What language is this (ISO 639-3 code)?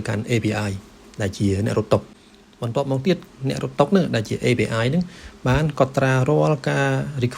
khm